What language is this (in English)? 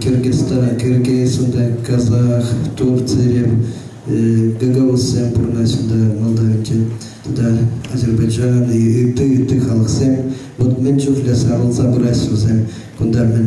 Chuvash